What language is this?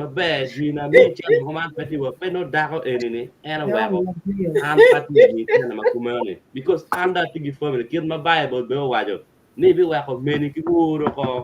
Acoli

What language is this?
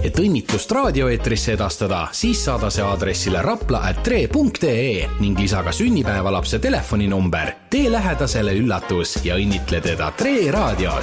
Estonian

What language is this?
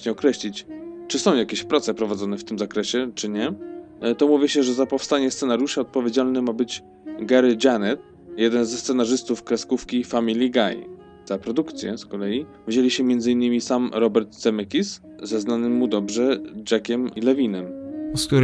Polish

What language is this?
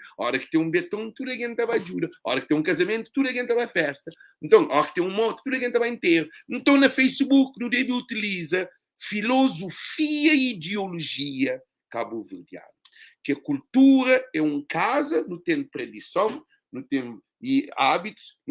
Kabuverdianu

